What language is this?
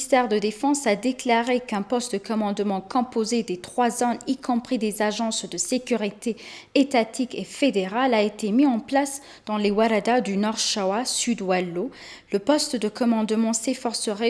French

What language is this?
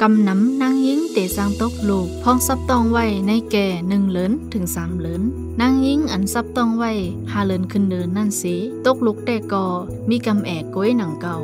Shan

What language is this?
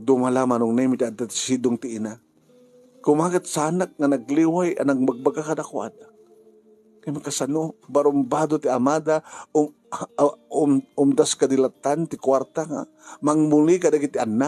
Iloko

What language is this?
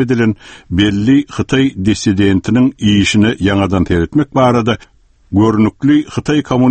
Turkmen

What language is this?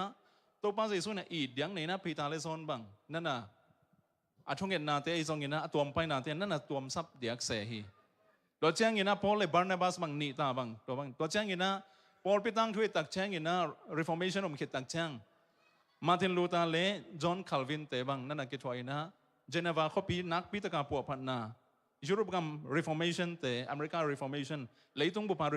Tedim Chin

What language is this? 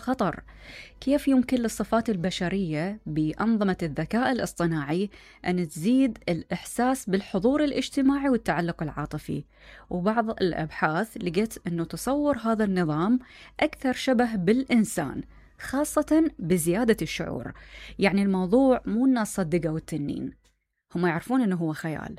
Mesopotamian Arabic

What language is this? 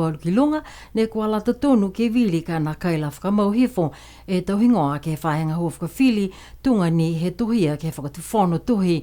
Niuean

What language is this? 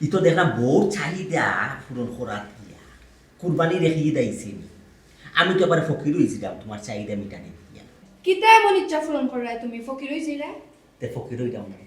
Sylheti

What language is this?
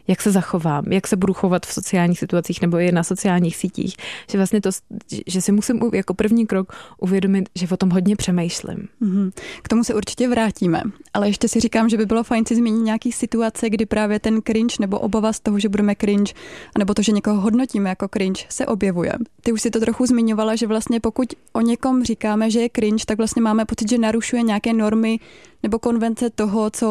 Czech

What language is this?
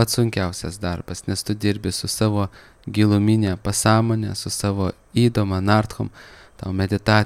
Lithuanian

